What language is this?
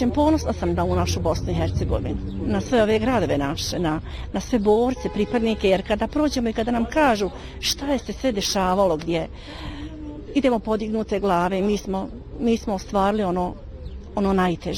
Bosnian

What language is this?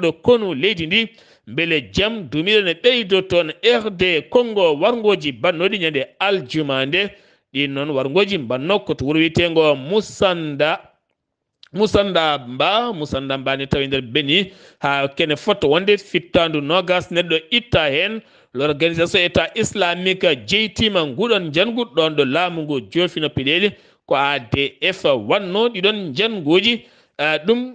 Fula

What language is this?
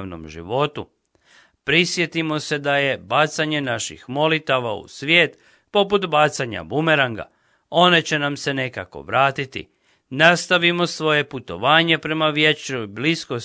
Croatian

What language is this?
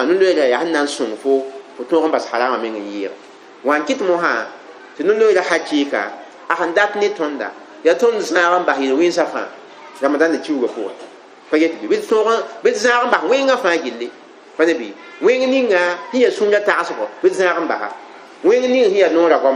Mossi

